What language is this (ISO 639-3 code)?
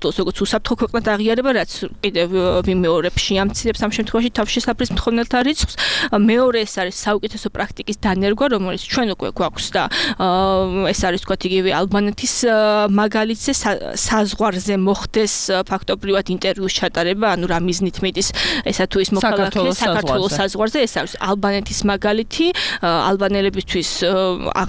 kat